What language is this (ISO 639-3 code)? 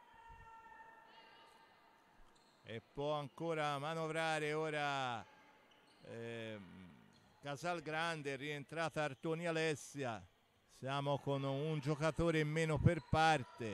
ita